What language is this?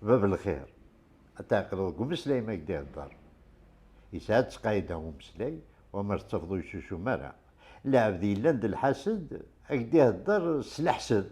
Kabyle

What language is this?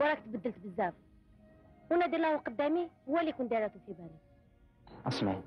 Algerian Arabic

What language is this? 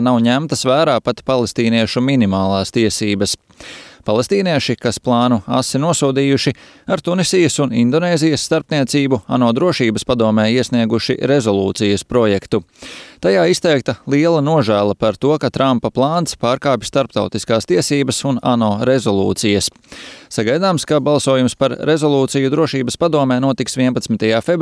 Latvian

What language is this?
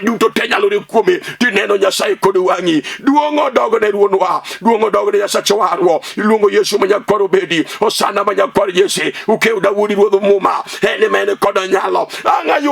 Luo (Kenya and Tanzania)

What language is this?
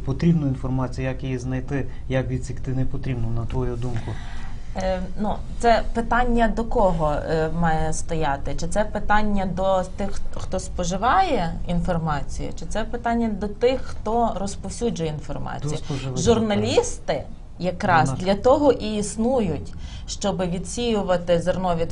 Ukrainian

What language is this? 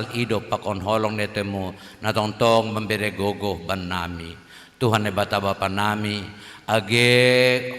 Batak Simalungun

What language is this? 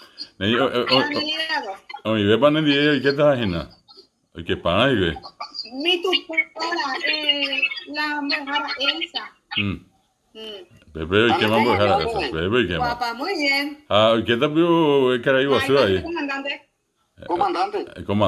Guarani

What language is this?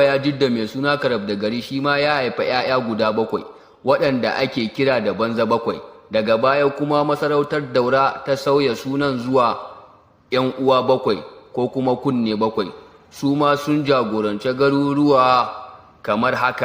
Hausa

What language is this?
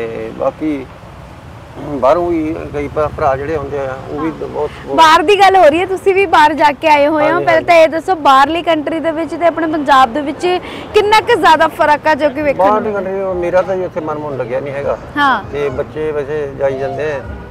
Punjabi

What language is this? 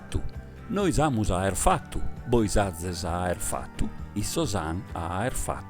Sardinian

